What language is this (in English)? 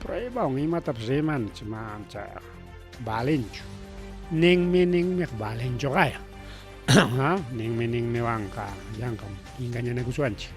Ayacucho Quechua